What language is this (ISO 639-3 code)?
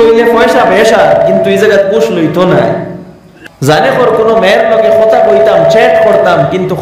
syl